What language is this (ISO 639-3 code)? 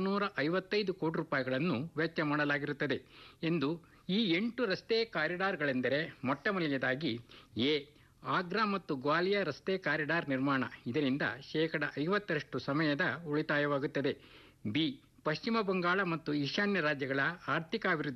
kan